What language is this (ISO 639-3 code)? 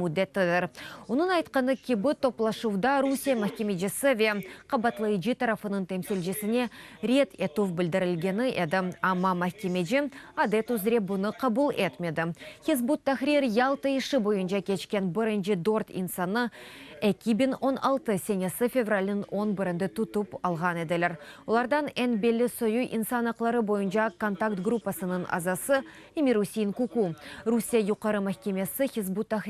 crh